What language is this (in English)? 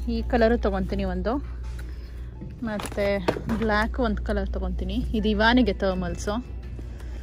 Kannada